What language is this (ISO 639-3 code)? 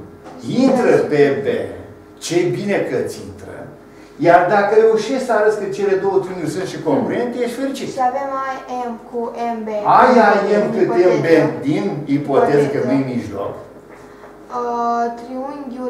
ron